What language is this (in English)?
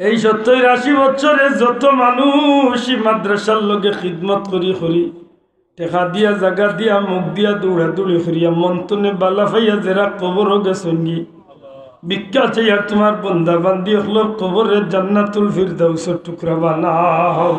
Sylheti